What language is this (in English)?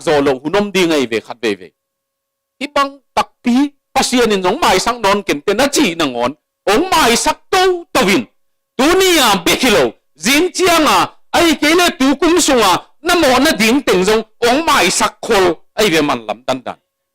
Tedim Chin